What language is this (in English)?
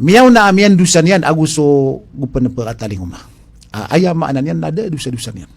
Maranao